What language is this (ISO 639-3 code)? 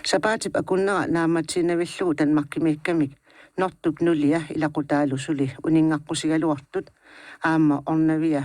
kal